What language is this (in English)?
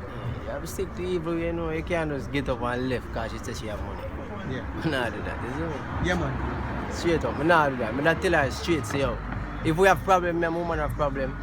Jamaican Creole English